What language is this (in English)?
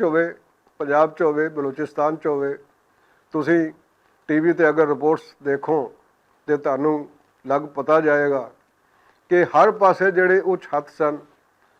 Western Panjabi